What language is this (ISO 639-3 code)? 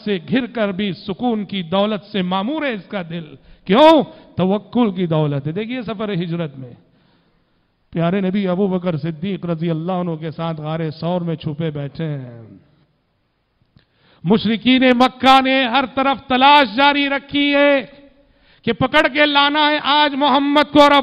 urd